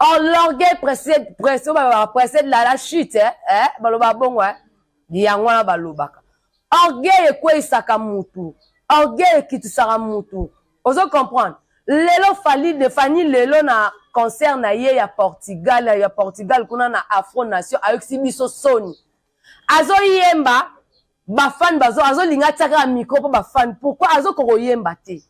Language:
Lingala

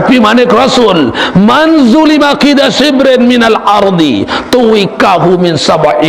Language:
Sasak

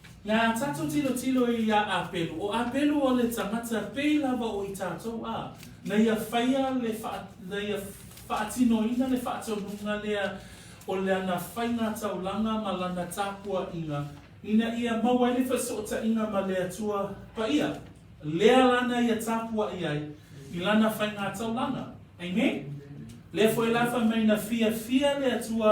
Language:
Samoan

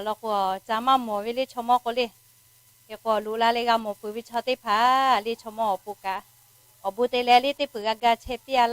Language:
Lahu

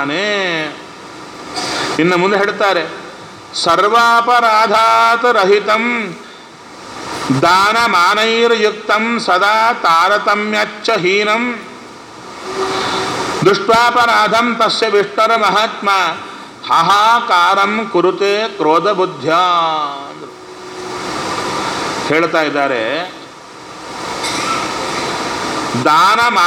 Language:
Kannada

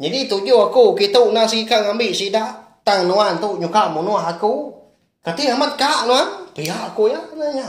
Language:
Iban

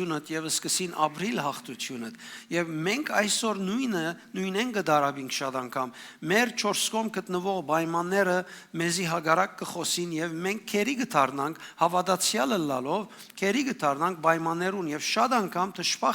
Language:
Western Armenian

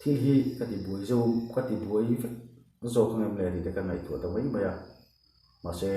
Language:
Mizo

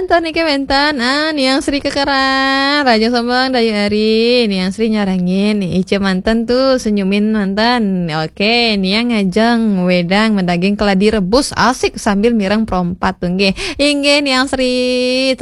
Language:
Balinese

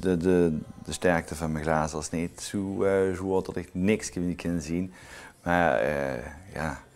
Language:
Limburgish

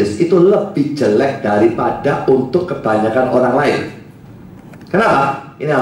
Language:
Indonesian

